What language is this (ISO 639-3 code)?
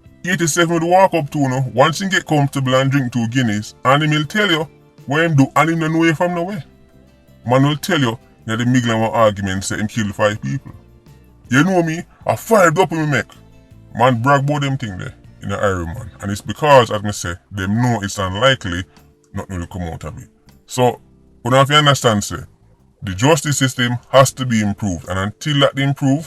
jam